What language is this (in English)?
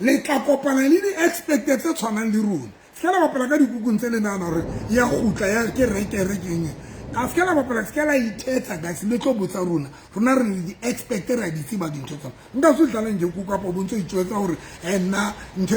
Southern Sotho